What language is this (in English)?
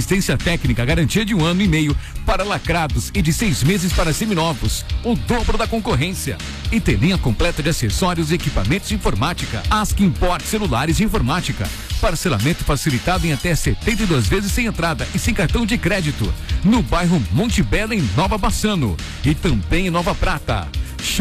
Portuguese